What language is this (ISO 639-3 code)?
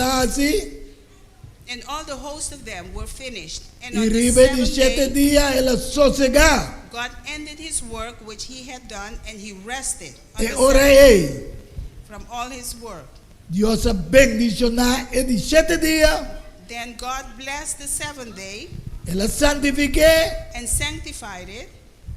pap